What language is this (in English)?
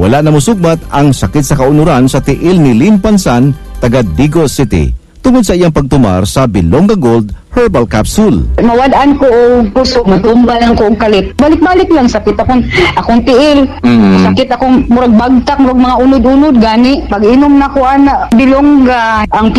Cebuano